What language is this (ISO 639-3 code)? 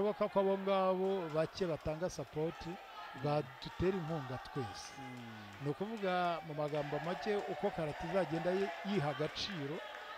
kin